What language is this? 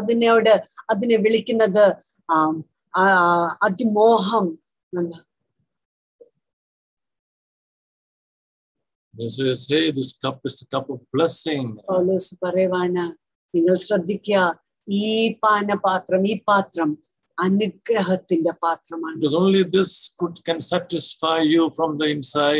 Malayalam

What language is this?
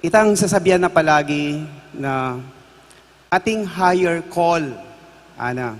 Pampanga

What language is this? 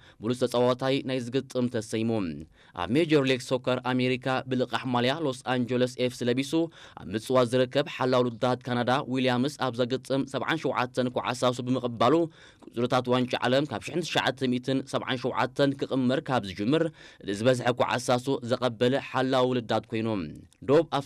Tigrinya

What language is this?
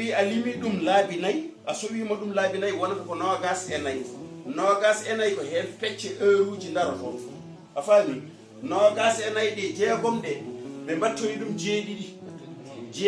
Fula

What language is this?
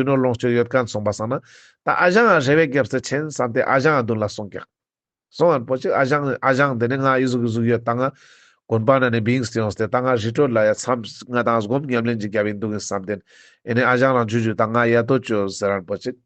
Ladakhi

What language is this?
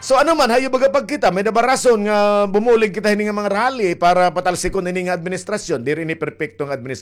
Waray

